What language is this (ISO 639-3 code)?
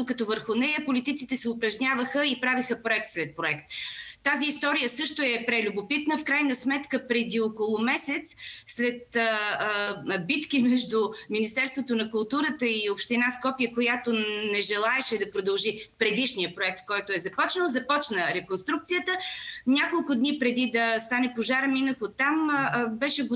bul